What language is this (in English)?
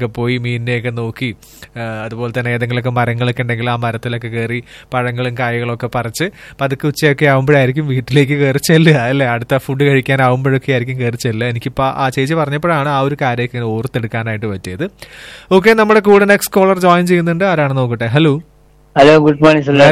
Malayalam